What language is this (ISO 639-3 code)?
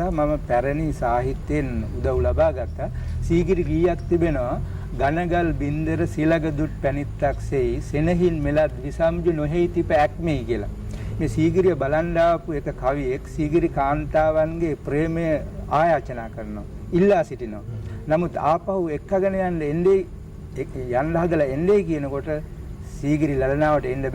sin